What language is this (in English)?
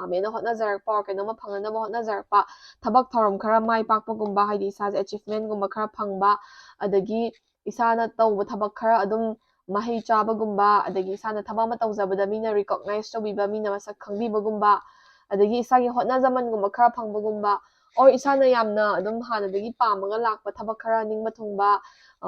Manipuri